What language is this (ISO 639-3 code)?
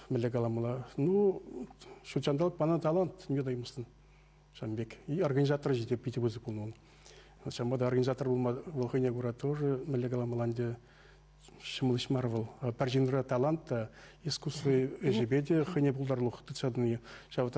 chv